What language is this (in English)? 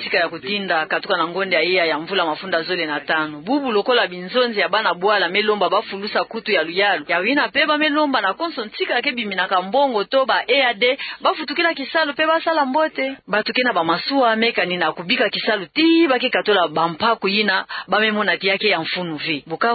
Kituba (Democratic Republic of Congo)